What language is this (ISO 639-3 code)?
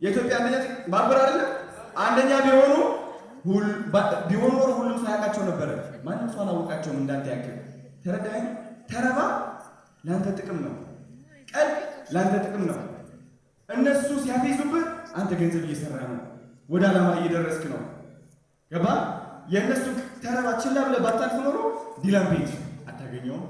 amh